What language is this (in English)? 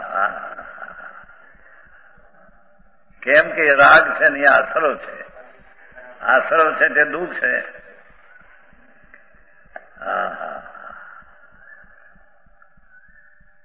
Gujarati